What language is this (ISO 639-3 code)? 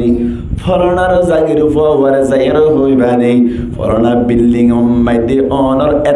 rhg